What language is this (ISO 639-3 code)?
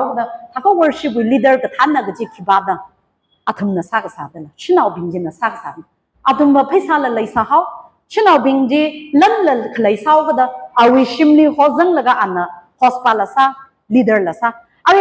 nmf